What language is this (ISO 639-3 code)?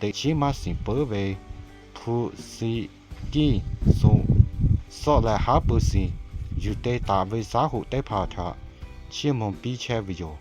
lhu